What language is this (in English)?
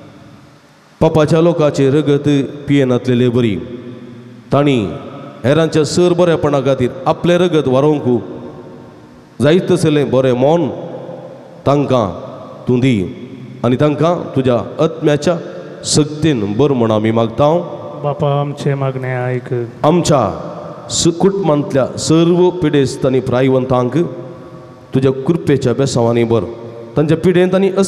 Konkani